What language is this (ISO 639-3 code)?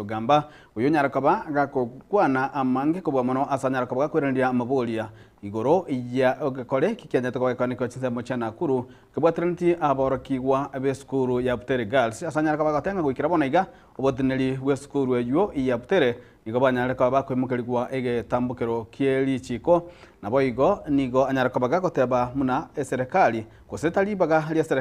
guz